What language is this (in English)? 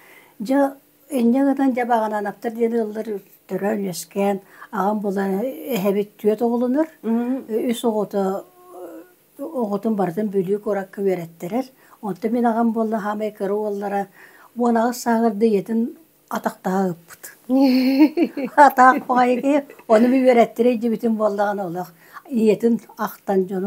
Yakut